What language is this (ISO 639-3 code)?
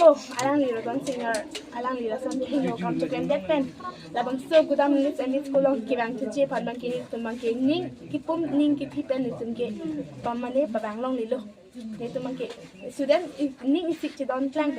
mjw